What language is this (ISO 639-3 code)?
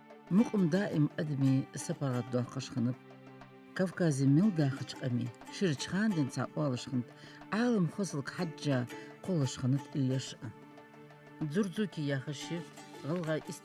inh